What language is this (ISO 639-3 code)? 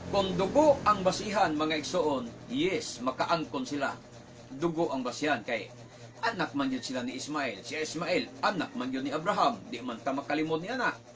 ceb